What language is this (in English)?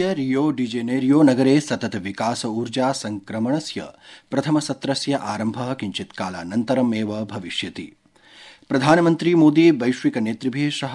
Sanskrit